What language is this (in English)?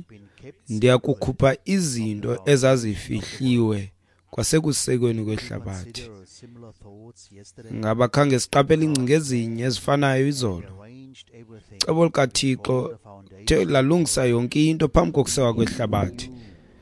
Xhosa